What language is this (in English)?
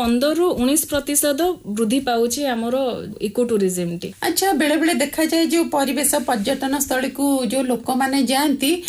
Odia